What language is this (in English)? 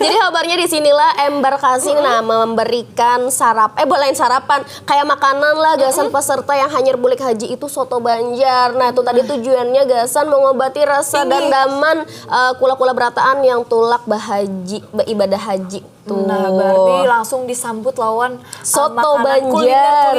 Banjar